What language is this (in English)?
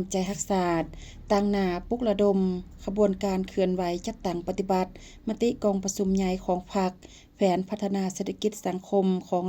Lao